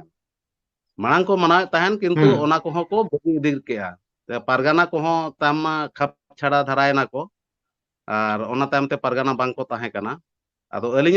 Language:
Santali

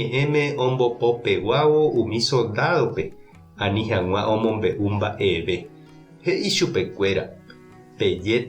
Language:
Guarani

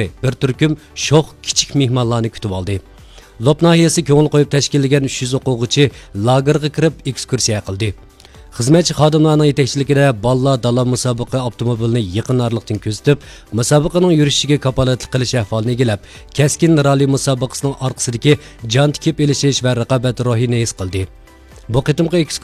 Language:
Uyghur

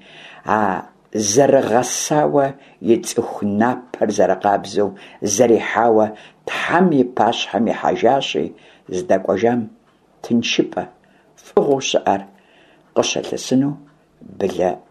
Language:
Kabardian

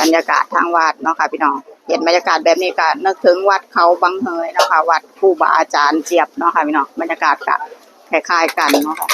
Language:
Northeastern Thai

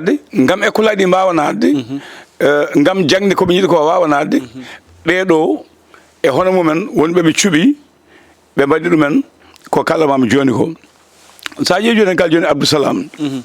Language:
Fula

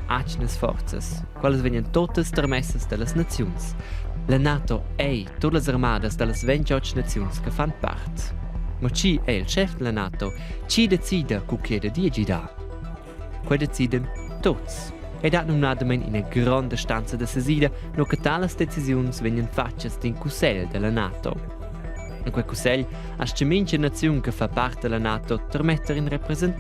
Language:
Romansh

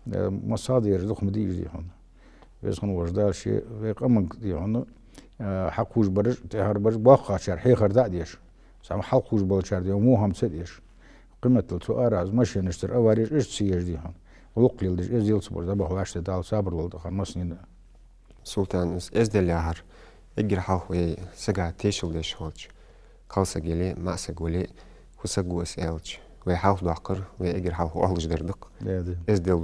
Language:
Ingush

